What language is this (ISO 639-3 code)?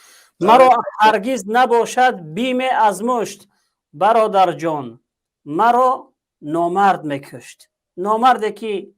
tgk